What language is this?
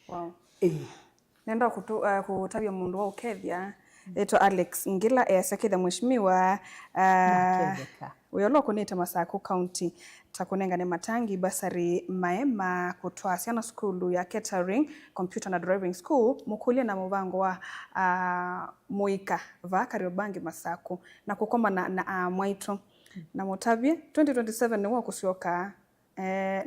Kamba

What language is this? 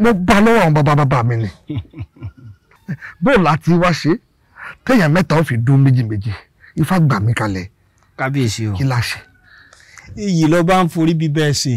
Yoruba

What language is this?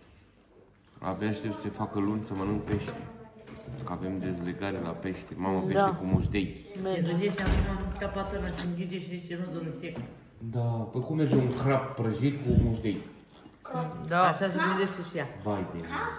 Romanian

